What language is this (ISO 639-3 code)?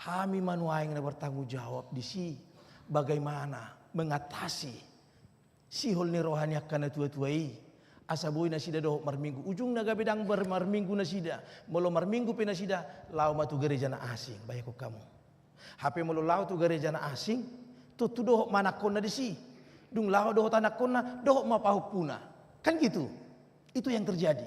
bbc